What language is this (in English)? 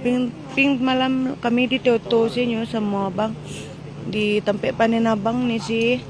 Minangkabau